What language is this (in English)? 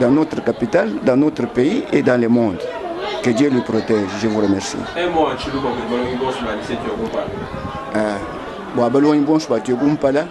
Luba-Lulua